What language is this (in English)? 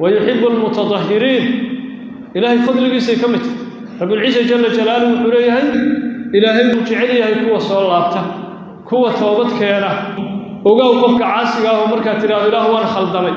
Somali